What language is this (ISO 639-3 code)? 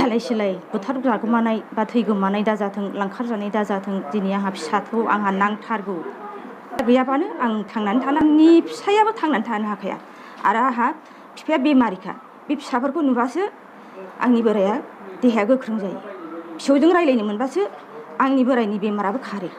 brx